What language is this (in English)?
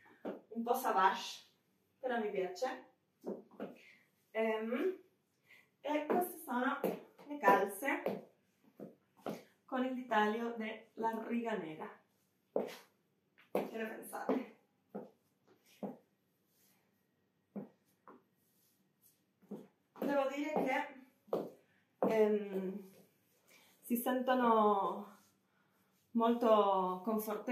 Italian